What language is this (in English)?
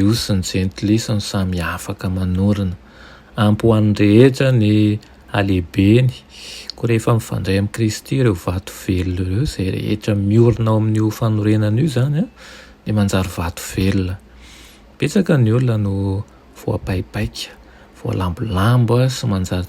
Malagasy